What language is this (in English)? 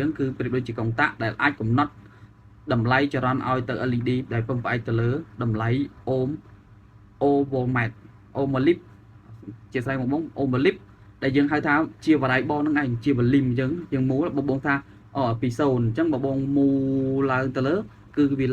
Khmer